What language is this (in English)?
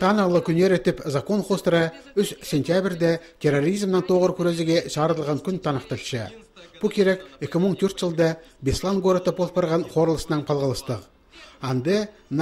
Khakas